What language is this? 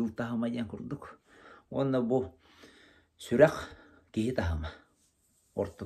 Yakut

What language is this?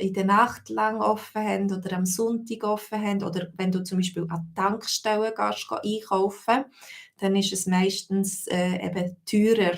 Swiss German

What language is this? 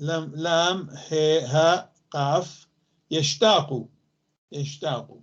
North Levantine Arabic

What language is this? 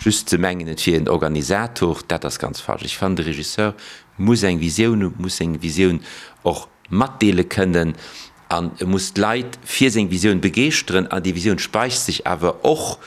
Luxembourgish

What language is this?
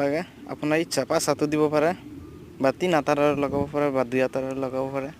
Assamese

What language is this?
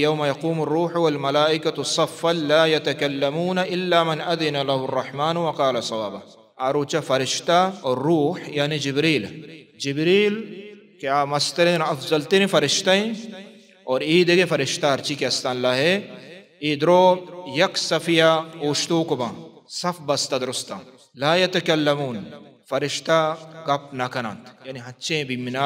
Baluchi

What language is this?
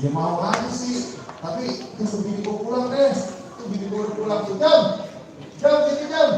Betawi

